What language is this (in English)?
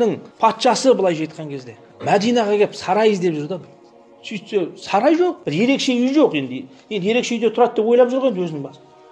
Kazakh